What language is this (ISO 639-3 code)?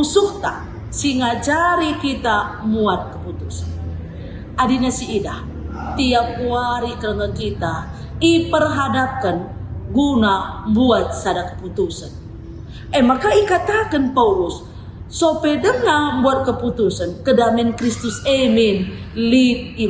btx